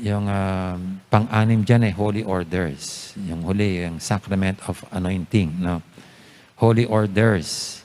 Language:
Pampanga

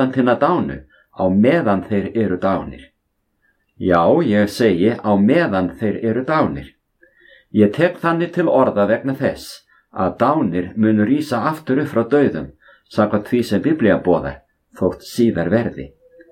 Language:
Icelandic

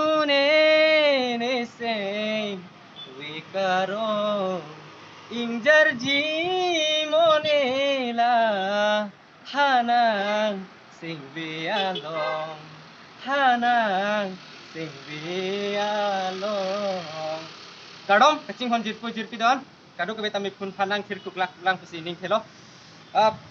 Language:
Karbi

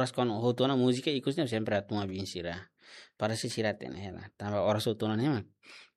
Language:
Tetum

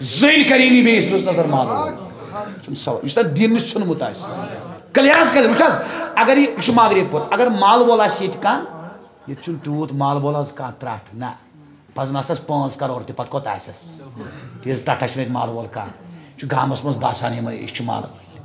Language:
Kashmiri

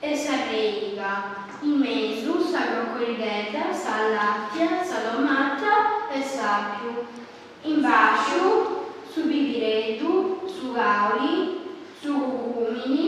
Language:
Sardinian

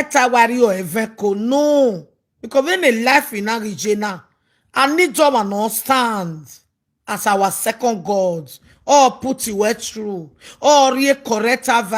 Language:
Nigerian Pidgin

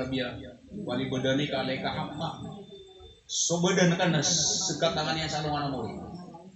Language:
Maranao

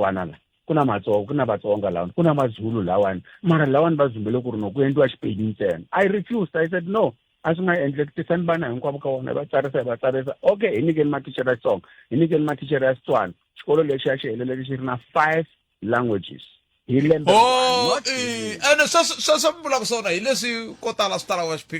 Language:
Tsonga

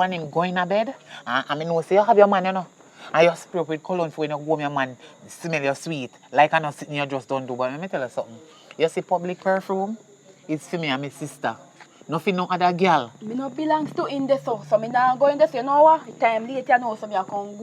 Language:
Jamaican Creole English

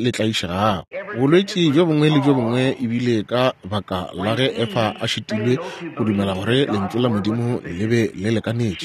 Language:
Northern Sotho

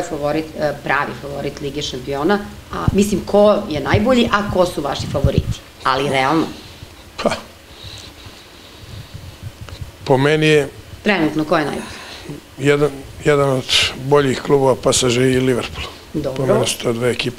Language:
Serbian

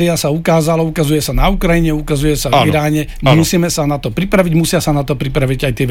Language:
Slovak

